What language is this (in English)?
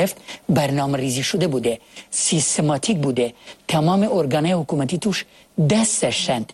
Persian